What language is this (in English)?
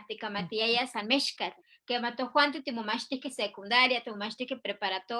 Eastern Huasteca Nahuatl